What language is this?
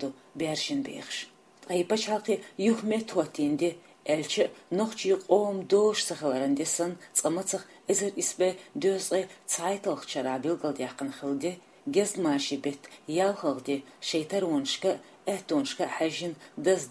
Chechen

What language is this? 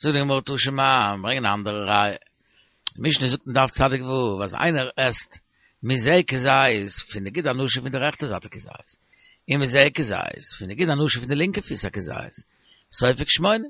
Yiddish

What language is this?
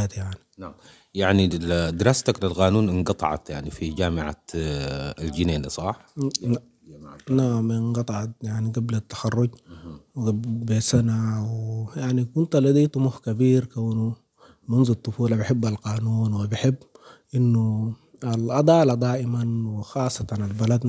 Sudanese Arabic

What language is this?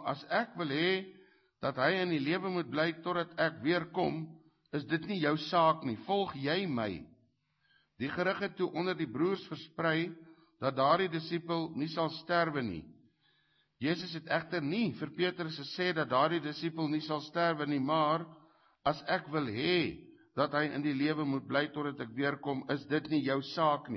Afrikaans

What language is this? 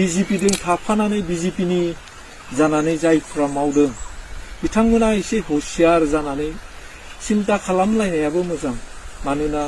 Bodo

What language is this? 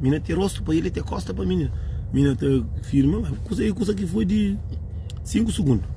Kabuverdianu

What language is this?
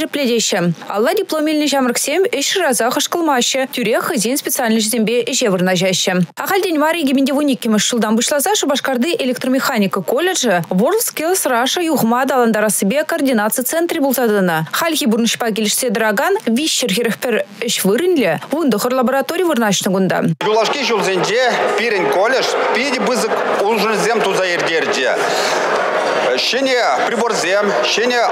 Chuvash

